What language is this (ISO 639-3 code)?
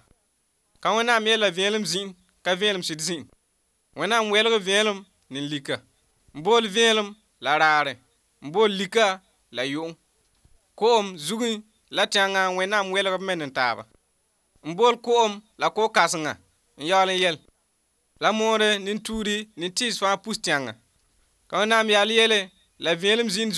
mos